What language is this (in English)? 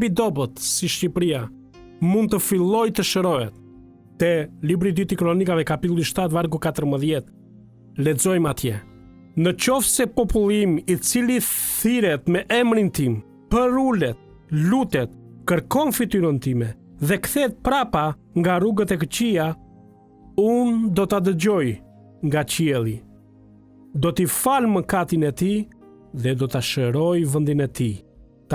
Albanian